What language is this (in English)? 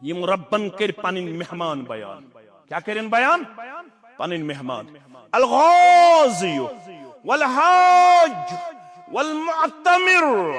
Kashmiri